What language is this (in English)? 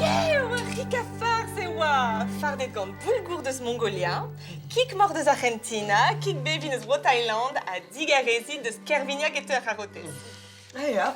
Breton